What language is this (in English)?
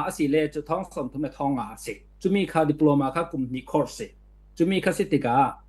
Falam Chin